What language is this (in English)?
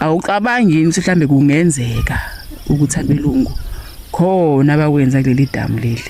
Zulu